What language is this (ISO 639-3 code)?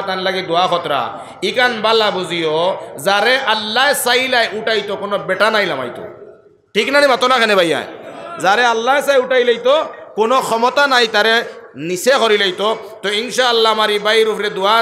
syl